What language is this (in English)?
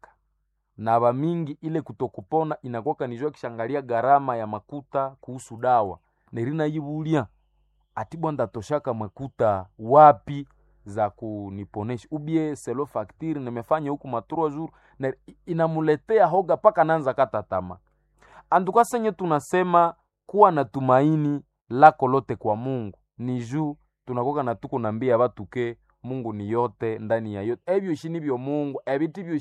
Swahili